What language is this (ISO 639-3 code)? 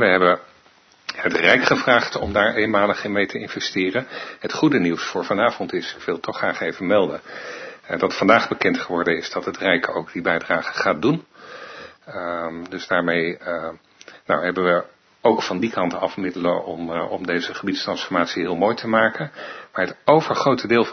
nld